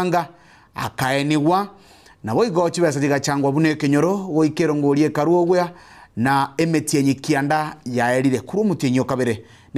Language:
Gusii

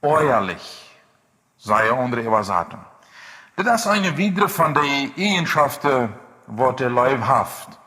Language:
Plautdietsch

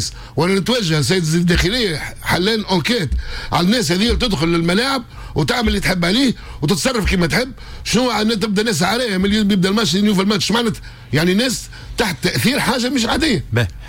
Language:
Tunisian Arabic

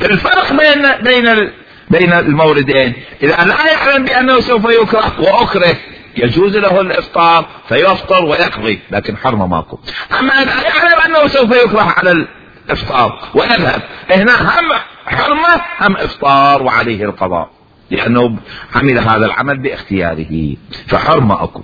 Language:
Mesopotamian Arabic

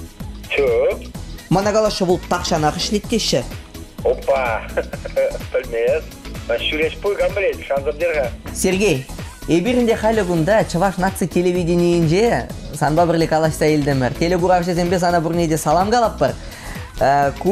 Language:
Chuvash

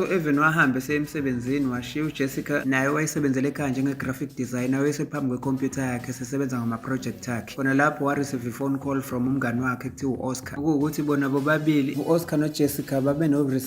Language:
Zulu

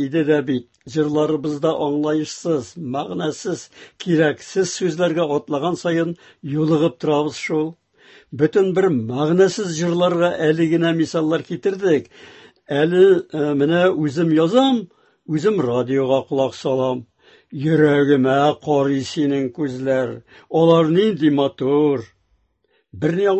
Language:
Tatar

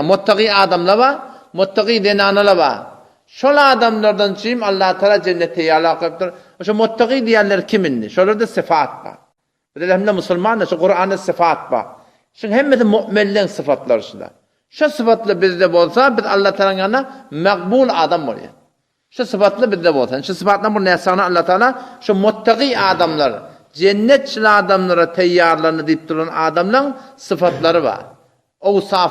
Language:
Turkmen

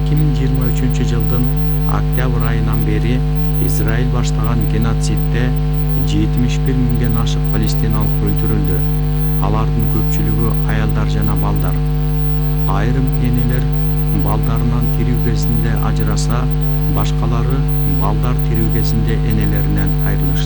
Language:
Kyrgyz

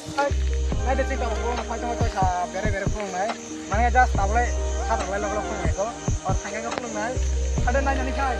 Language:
Kok Borok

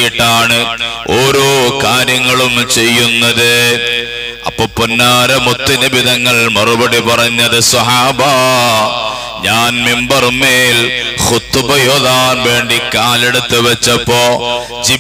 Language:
Malayalam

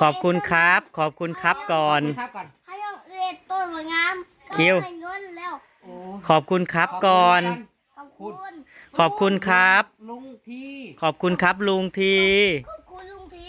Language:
Northeastern Thai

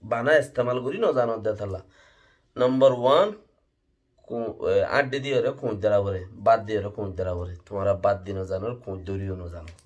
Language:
Rohingya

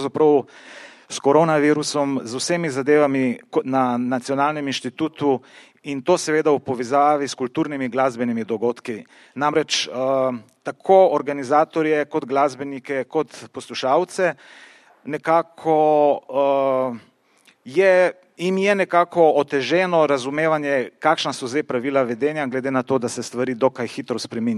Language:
Slovenian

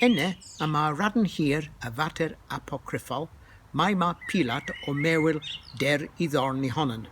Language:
Cornish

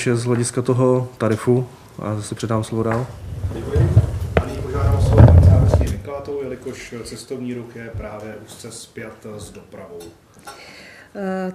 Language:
Czech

